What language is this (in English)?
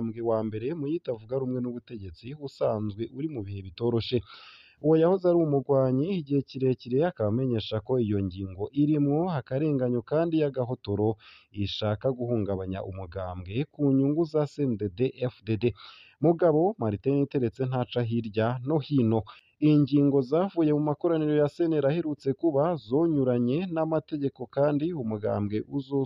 Rundi